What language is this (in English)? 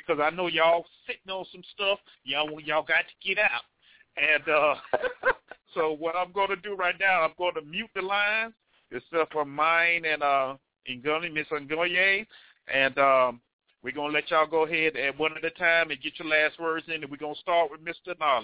English